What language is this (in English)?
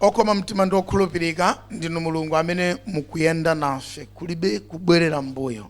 Nyanja